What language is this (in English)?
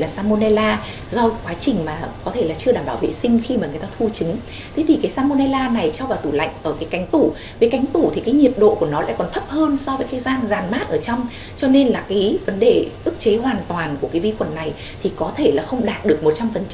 Vietnamese